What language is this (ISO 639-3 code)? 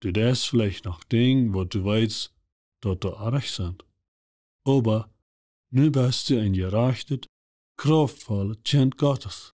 pdt